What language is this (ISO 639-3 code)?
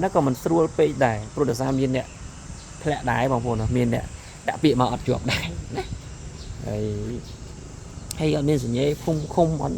khm